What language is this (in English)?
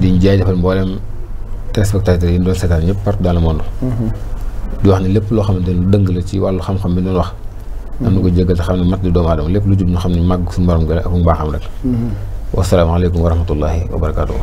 Wolof